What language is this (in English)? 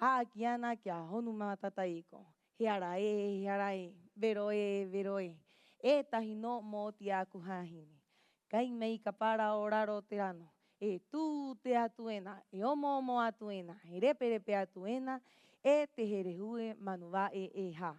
Rapanui